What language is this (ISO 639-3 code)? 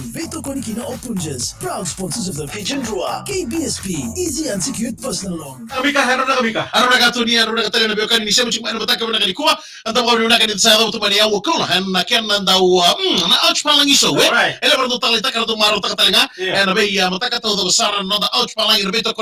fij